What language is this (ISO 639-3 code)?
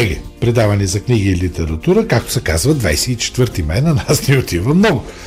bul